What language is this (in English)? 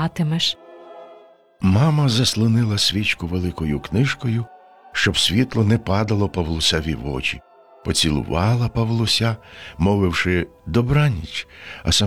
Ukrainian